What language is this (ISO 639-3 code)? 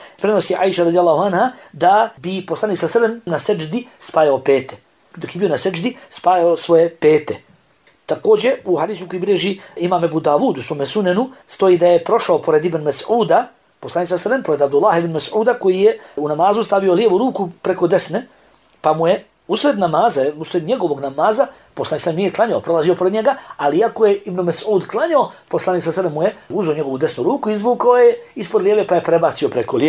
bos